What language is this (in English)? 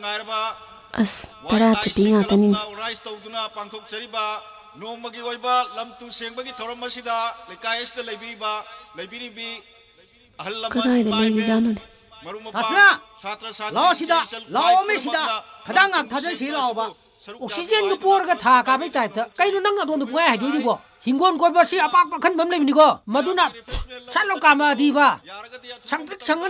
Manipuri